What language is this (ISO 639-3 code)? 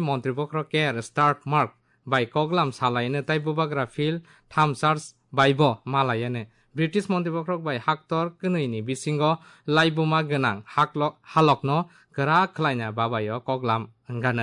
trp